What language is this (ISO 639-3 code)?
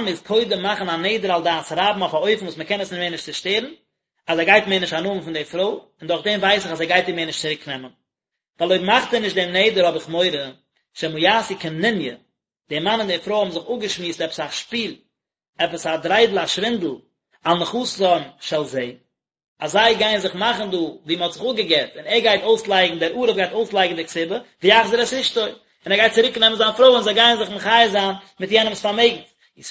yid